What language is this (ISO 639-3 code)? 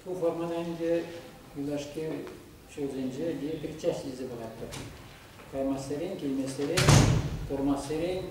chv